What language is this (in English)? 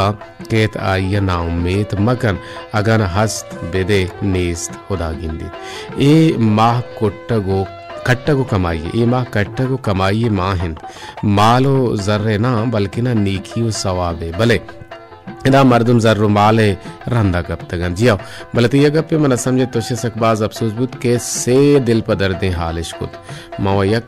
Baluchi